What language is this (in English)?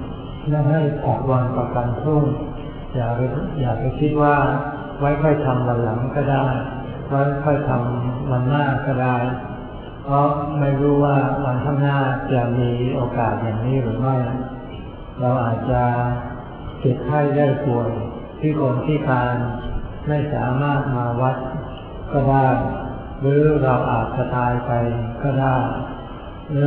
Thai